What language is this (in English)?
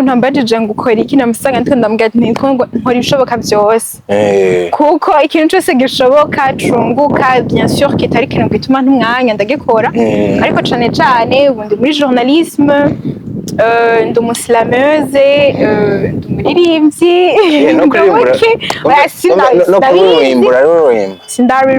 Rundi